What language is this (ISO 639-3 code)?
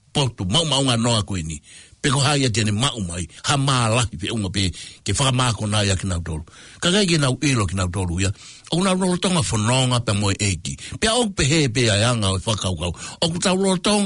ton